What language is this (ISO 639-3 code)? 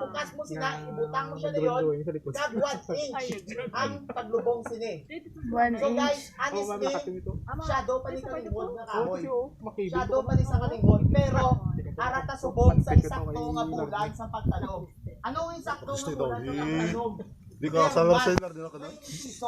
hil